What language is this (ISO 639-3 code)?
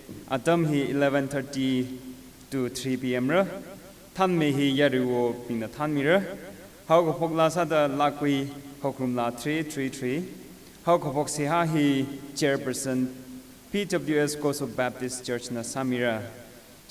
nmf